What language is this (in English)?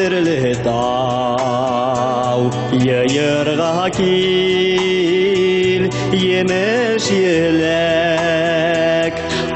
Bashkir